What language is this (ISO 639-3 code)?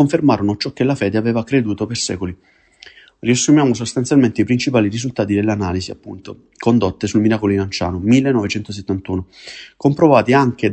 ita